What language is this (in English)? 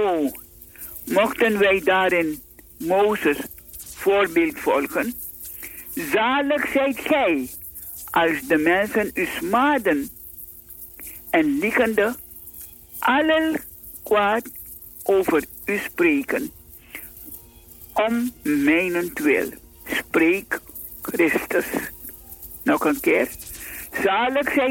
Dutch